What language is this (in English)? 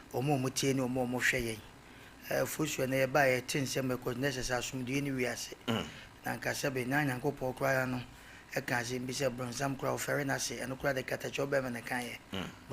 Akan